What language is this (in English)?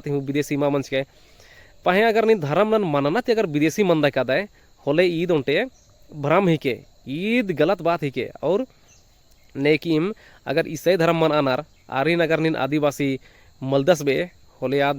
Kurukh